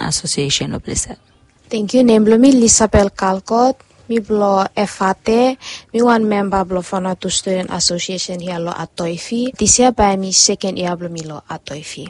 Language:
Bislama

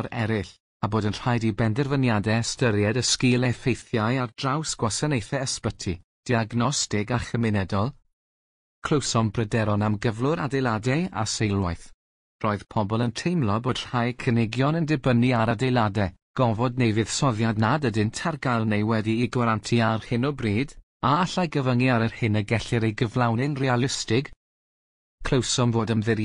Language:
Welsh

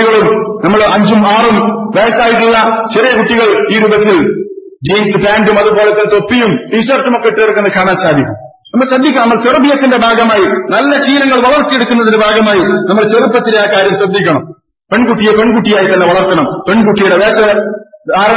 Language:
Malayalam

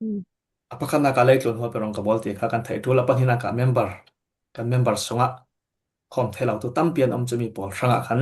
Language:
Falam Chin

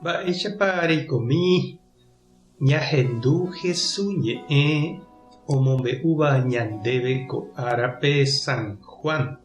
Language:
Guarani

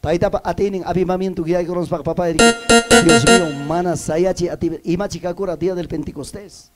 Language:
Ayacucho Quechua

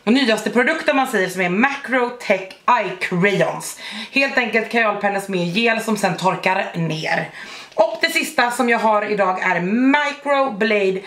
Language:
Swedish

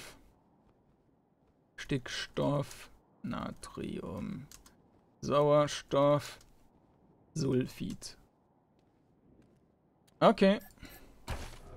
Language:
German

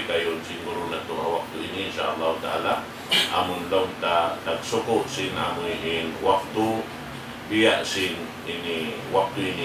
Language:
Tausug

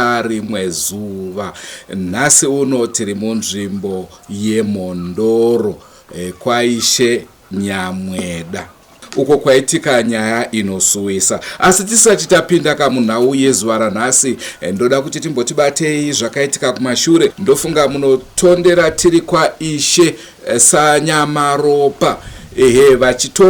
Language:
Shona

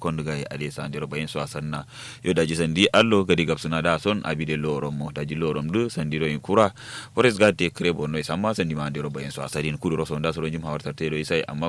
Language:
Kanuri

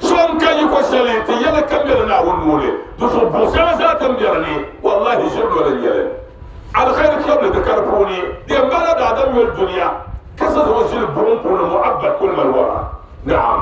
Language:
Dagbani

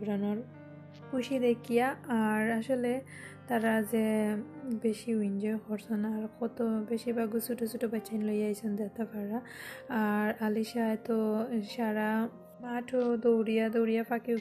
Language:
Sylheti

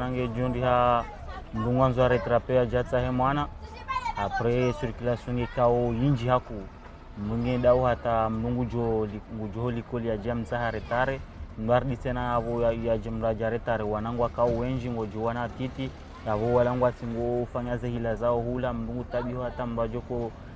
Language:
Ngazidja Comorian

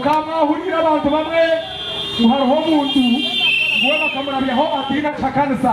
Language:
Nyankole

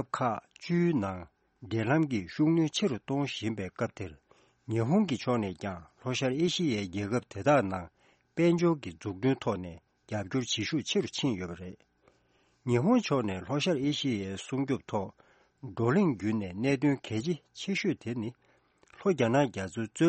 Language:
Tibetan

